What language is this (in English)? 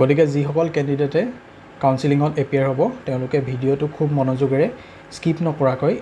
Assamese